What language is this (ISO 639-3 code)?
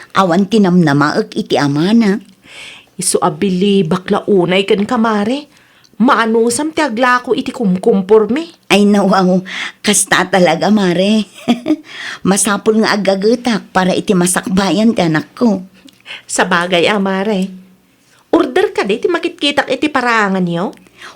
ilo